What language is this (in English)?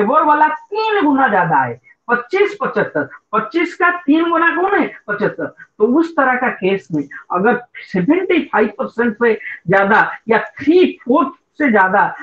Hindi